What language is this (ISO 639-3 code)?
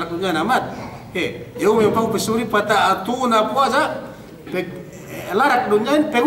yka